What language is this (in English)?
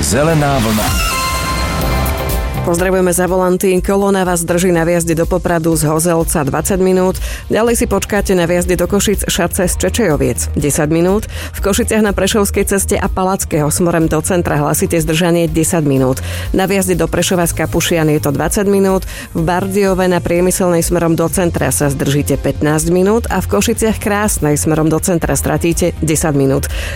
Slovak